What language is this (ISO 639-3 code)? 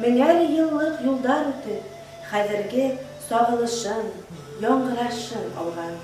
bak